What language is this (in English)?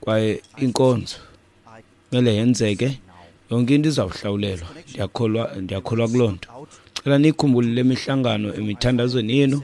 Xhosa